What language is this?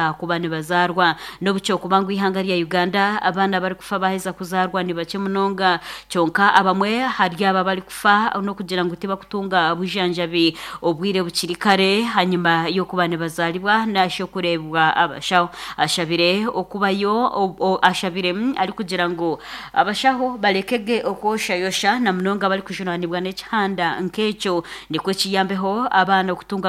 Nyankole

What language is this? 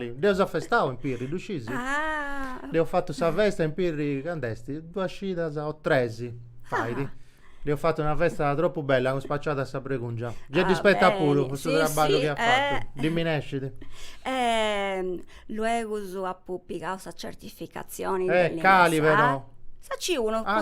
Sardinian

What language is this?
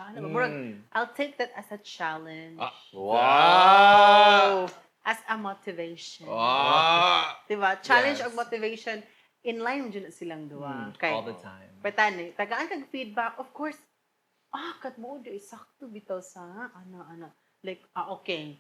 Cebuano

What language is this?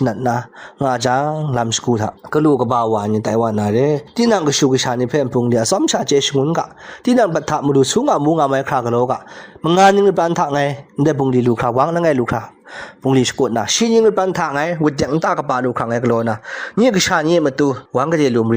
Kachin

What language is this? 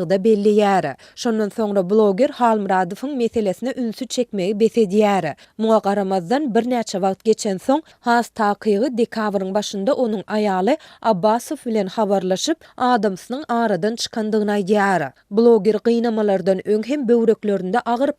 Turkmen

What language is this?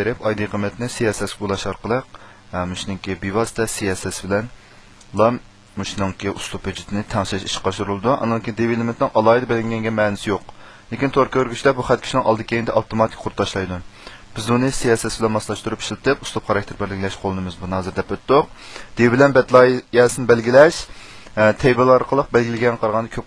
Uyghur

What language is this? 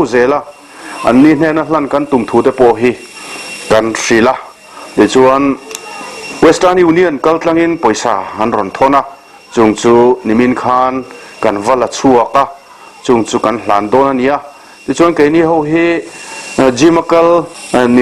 Mizo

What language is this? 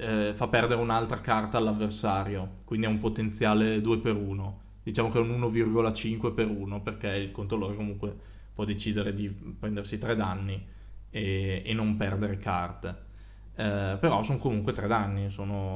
Italian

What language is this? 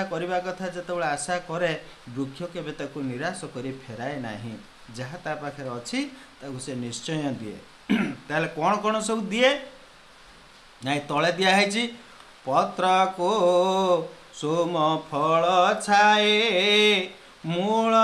Odia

